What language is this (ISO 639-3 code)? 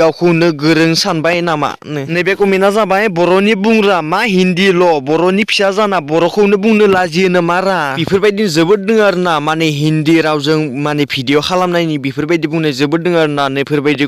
brx